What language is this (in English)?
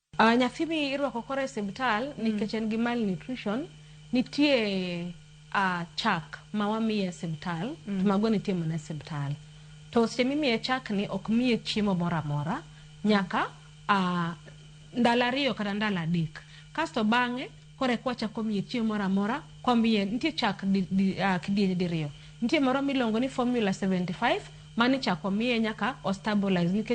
Luo (Kenya and Tanzania)